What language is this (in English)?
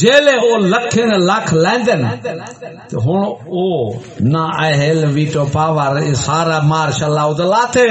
Saraiki